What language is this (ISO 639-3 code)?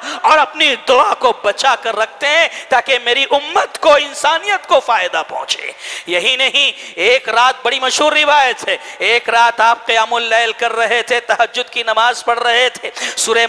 urd